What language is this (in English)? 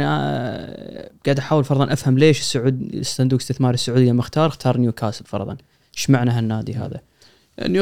Gulf Arabic